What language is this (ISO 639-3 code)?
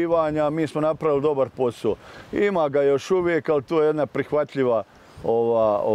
bos